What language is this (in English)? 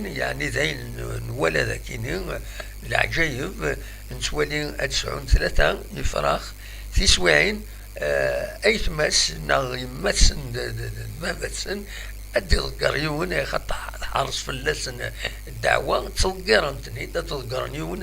Kabyle